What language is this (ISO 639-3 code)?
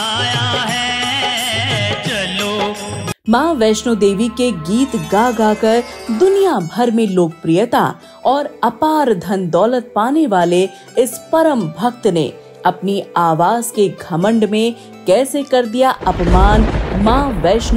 hin